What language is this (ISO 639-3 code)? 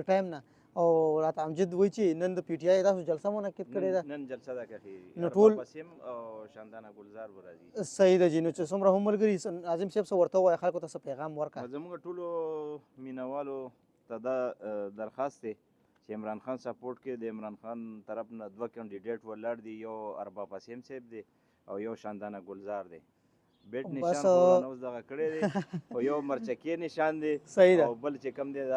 pus